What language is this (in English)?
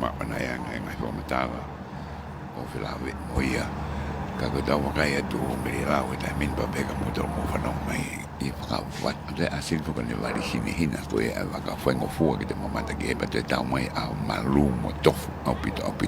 Tongan